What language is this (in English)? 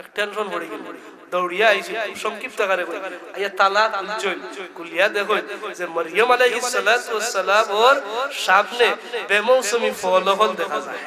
Sylheti